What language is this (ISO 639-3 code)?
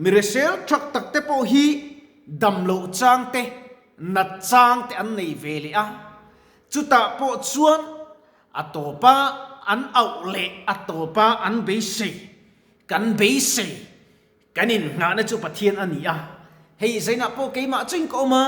lus